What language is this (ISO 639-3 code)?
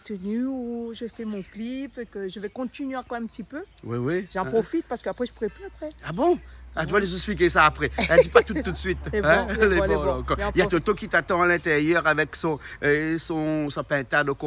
rcf